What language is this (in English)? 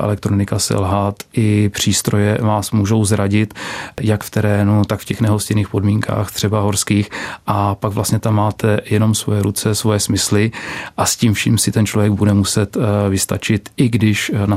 Czech